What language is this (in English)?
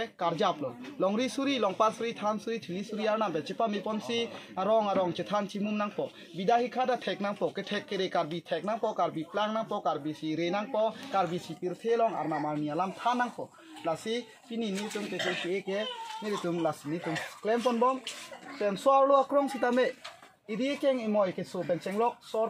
Karbi